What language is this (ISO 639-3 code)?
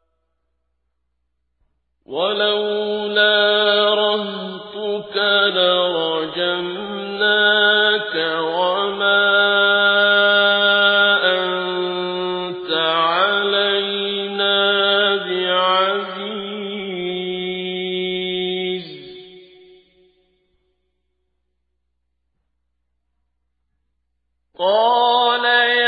ara